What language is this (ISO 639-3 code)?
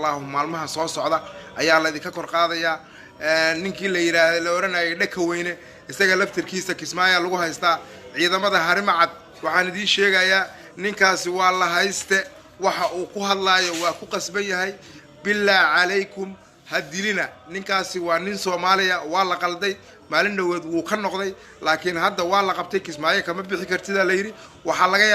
som